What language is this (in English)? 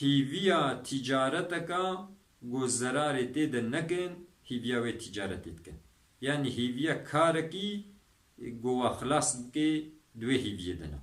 Kurdish